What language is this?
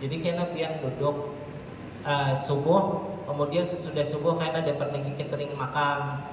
Banjar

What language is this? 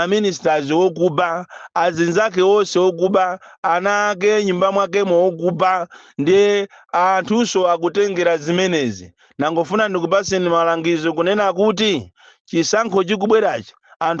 Nyanja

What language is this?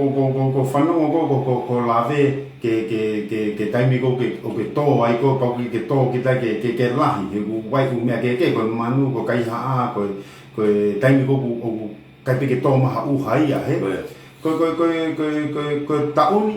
Tongan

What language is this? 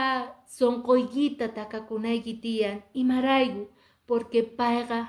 Quechua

